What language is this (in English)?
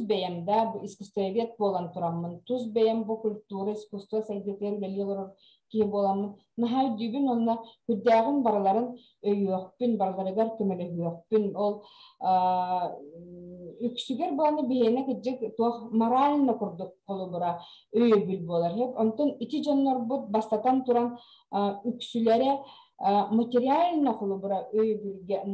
Yakut